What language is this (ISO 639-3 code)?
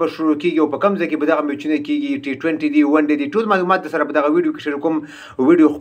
pus